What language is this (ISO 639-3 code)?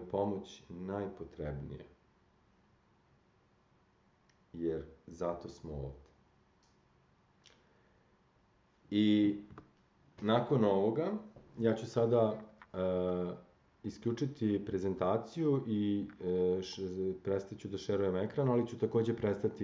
srp